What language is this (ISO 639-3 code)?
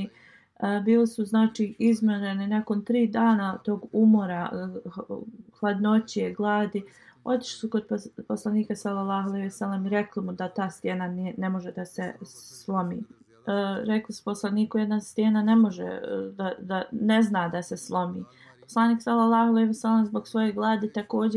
bos